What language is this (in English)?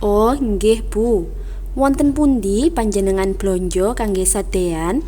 Javanese